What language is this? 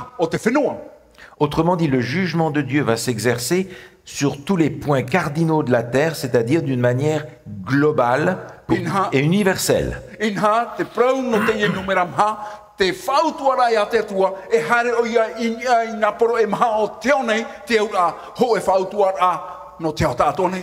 Tahitian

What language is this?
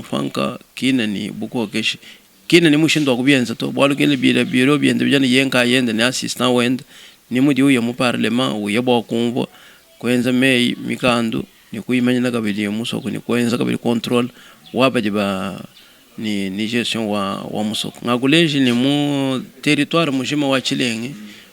Luba-Lulua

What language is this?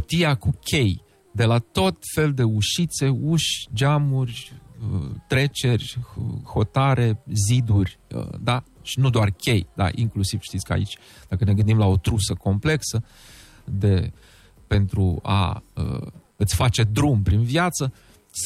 Romanian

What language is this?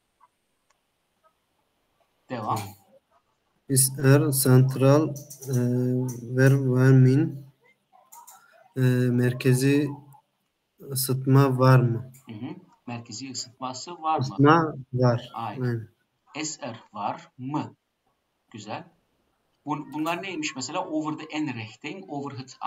Turkish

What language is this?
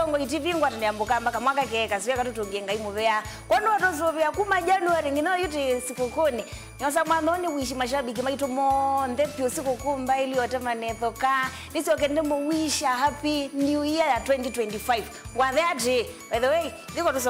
Kamba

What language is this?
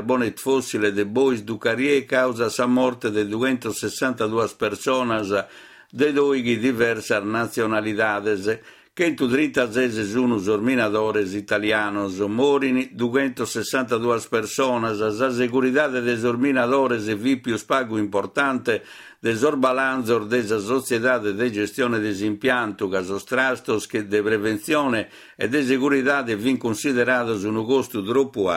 Sardinian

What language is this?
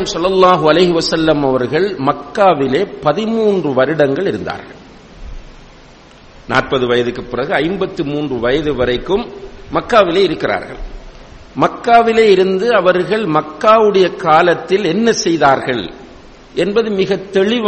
Tamil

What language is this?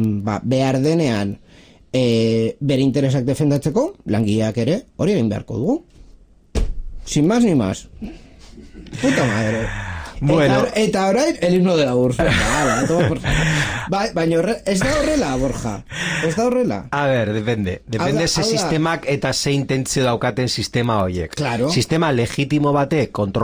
Basque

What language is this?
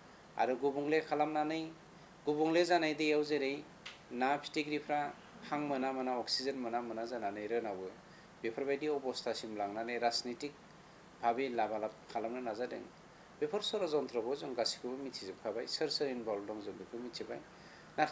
Bodo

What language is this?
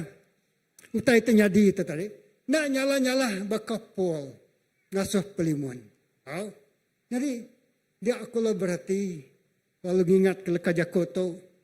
Iban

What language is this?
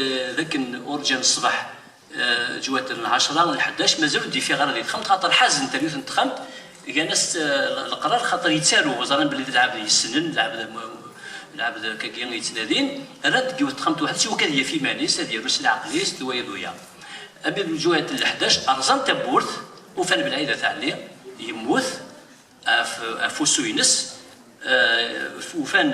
Kabyle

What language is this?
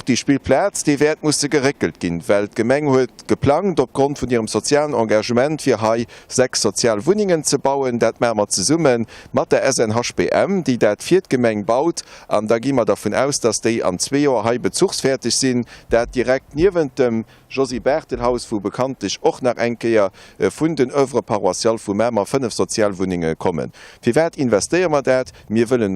Luxembourgish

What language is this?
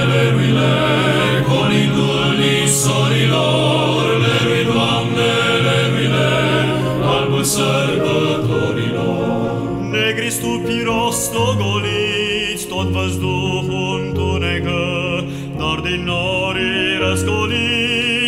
Romanian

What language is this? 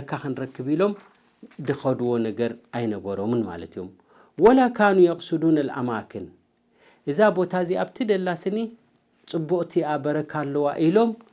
Tigrinya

